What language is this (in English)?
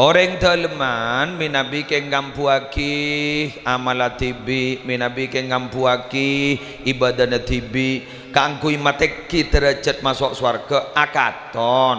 Madurese